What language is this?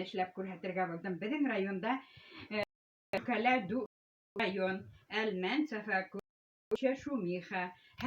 Bashkir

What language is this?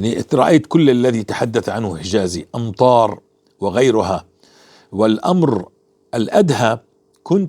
North Levantine Arabic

